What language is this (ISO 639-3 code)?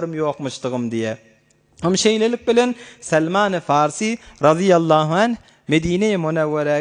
tuk